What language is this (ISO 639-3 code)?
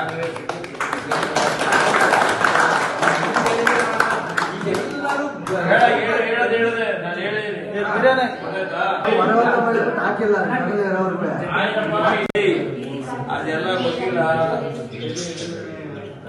kan